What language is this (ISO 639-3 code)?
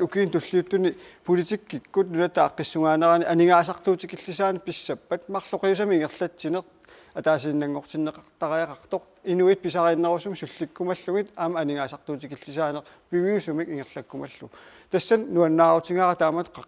kal